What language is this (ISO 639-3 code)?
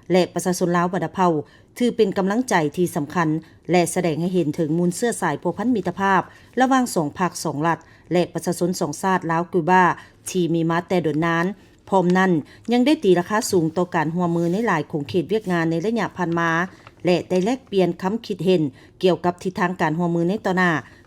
lao